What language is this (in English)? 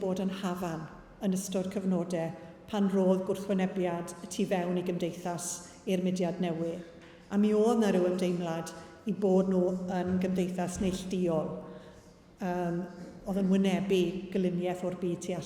Welsh